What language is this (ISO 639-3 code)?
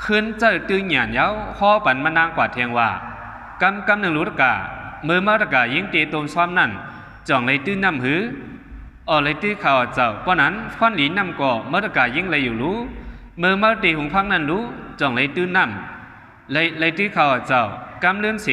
shn